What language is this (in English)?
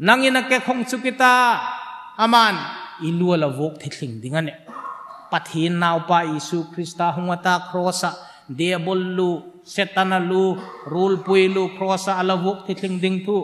Hmar